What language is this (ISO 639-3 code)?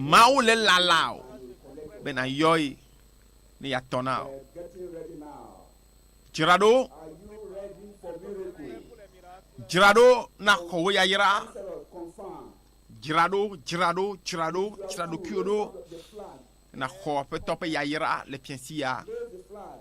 ewe